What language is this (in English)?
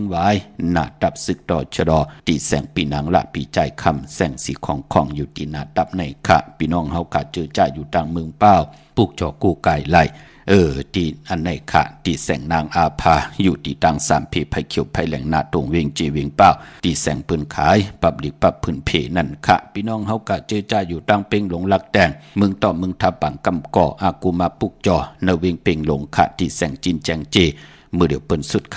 Shan